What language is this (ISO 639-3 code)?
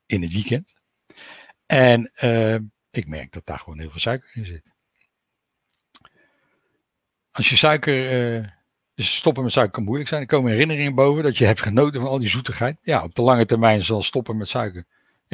nld